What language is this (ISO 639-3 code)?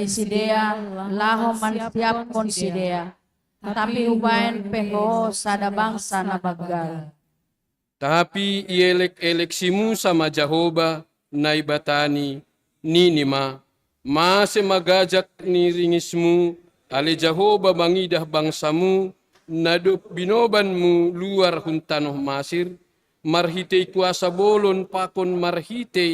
bts